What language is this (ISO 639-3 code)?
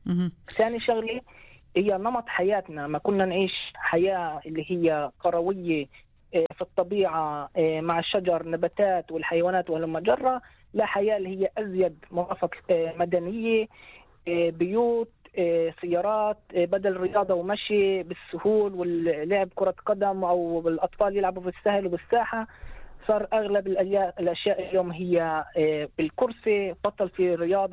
apc